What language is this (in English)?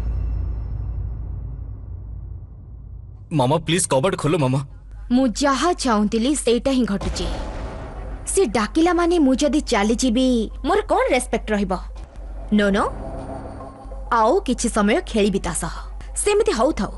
Odia